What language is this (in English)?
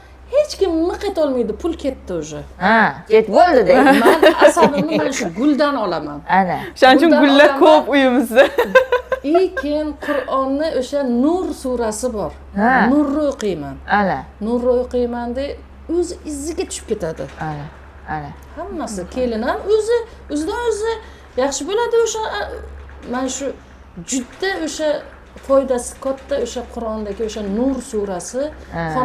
Uzbek